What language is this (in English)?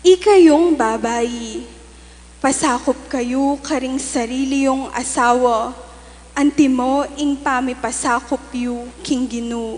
Pampanga